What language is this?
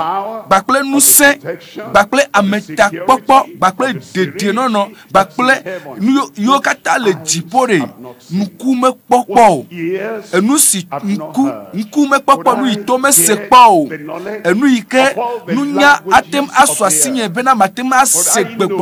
Ewe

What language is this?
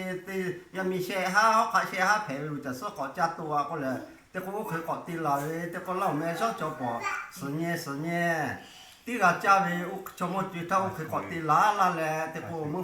Lahu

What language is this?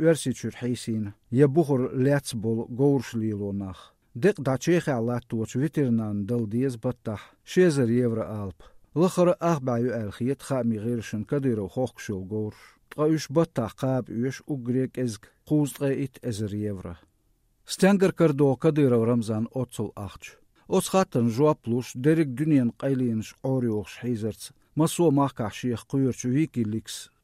Chechen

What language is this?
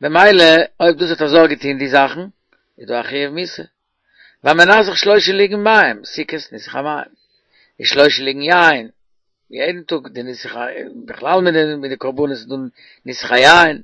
Yiddish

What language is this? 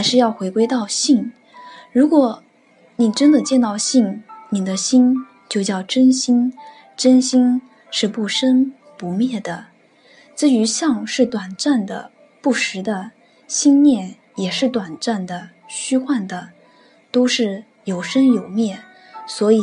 Chinese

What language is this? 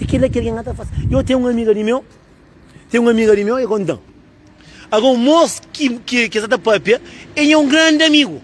Kabuverdianu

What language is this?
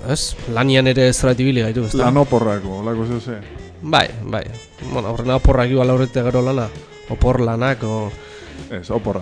Basque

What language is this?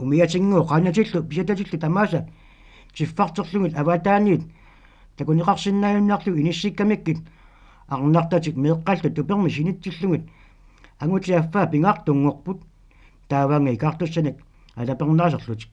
Kalaallisut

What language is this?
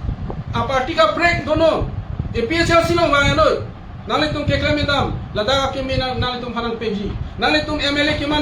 Karbi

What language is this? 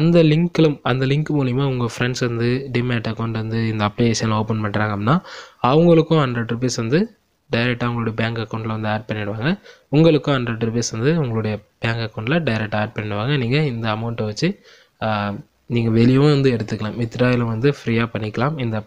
Tamil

